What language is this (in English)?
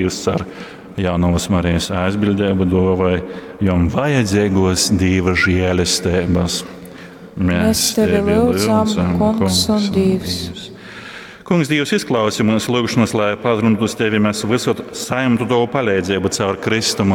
Latgalian